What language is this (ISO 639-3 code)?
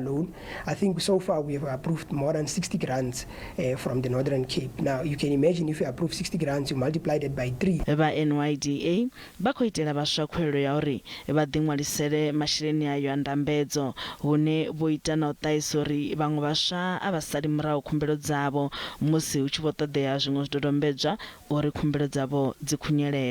ven